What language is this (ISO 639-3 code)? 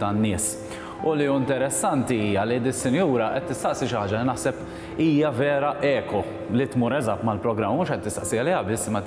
mlt